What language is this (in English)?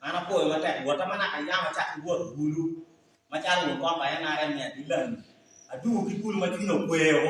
Acoli